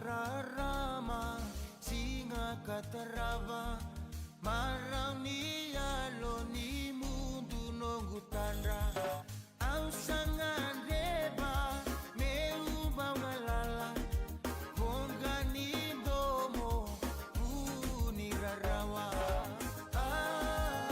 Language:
Fijian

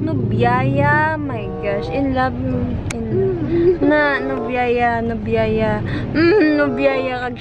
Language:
Hiligaynon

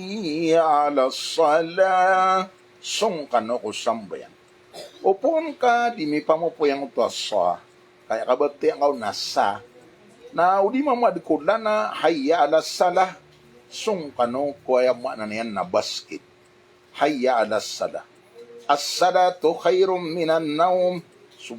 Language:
Maranao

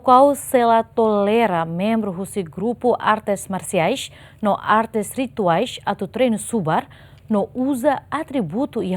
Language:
Tetum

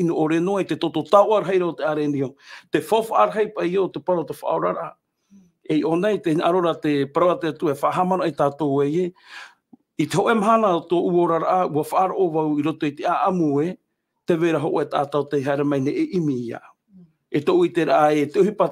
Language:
Tahitian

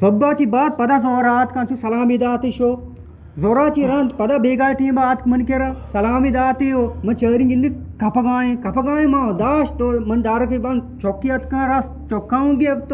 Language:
Eastern Balochi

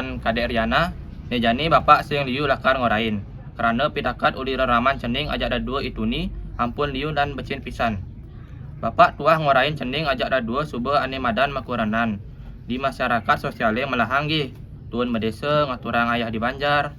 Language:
Balinese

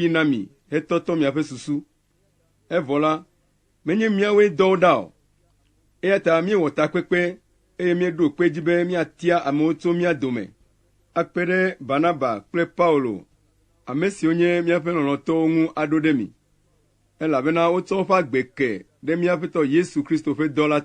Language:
Ewe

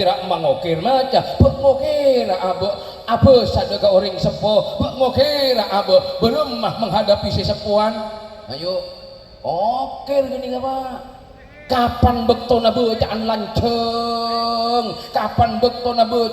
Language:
Madurese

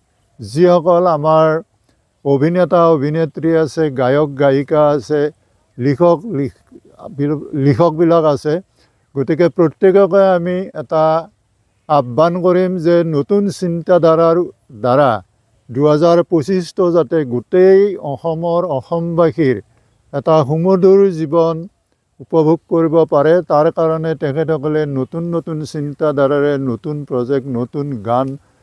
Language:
Assamese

